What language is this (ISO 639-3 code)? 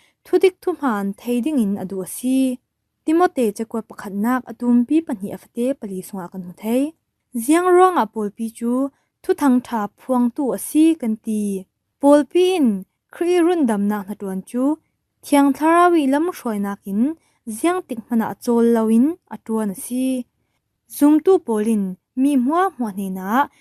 cfm